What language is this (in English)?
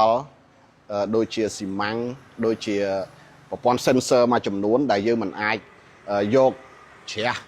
Khmer